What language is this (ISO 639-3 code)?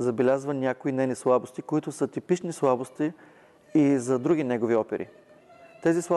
bul